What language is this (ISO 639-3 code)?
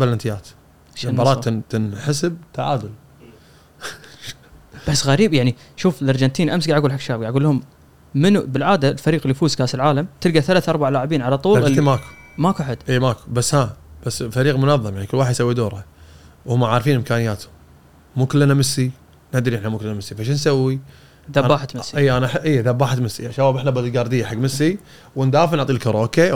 afb